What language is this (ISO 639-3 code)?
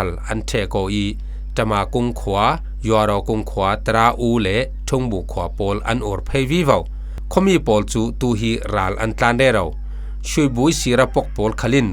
cfm